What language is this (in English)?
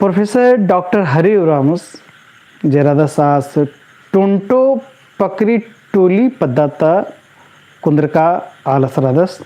Kurukh